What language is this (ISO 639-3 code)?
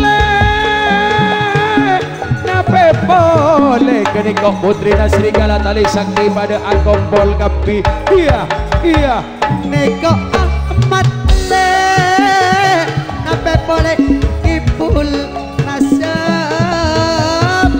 mad